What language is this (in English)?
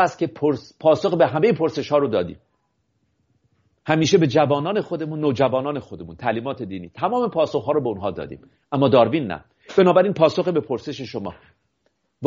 Persian